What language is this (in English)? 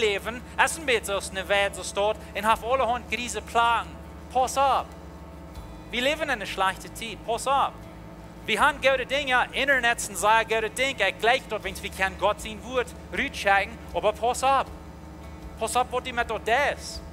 Plautdietsch